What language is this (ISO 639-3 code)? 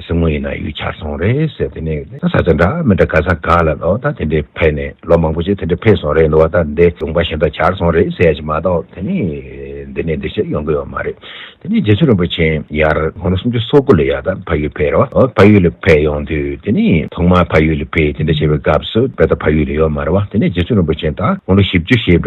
bod